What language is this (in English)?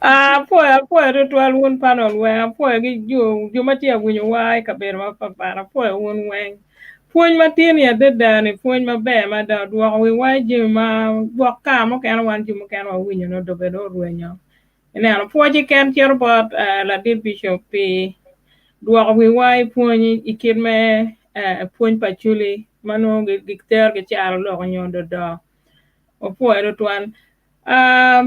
Acoli